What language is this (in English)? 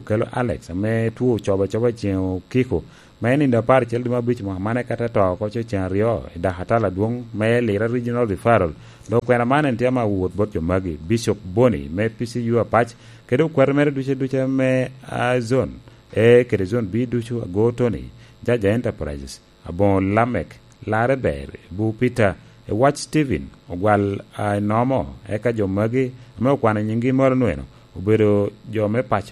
Lango (Uganda)